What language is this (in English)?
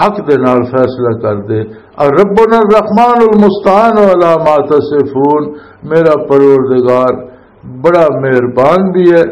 Western Panjabi